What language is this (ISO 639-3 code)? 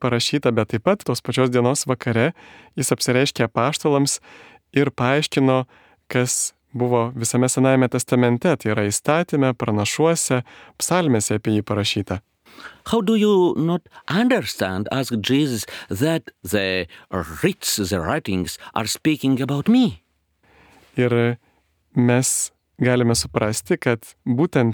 lit